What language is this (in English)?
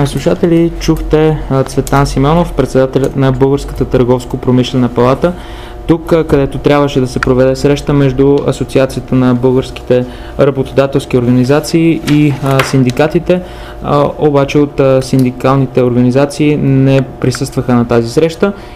Bulgarian